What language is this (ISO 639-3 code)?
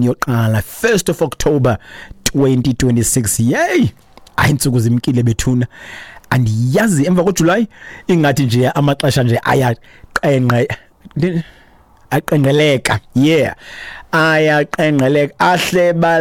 xho